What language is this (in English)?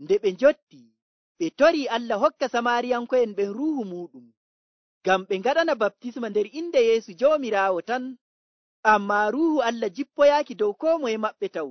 Nigerian Fulfulde